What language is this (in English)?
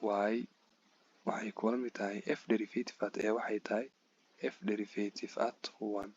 Somali